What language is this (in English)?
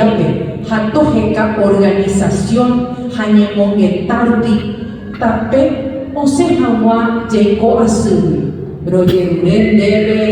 Guarani